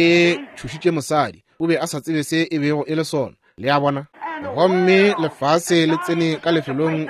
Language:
Northern Sotho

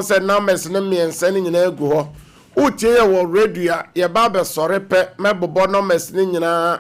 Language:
Akan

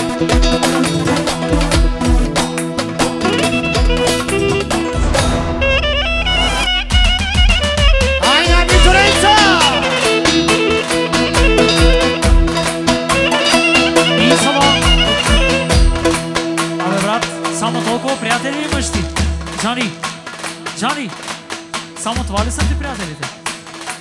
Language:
Bulgarian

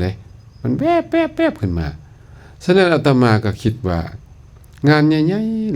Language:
Lao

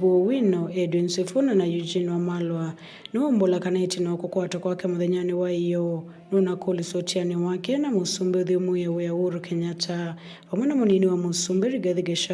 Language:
Kamba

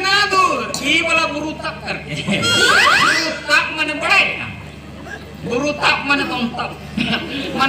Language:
Santali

